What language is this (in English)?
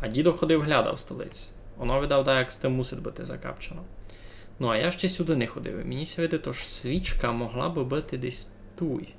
Rusyn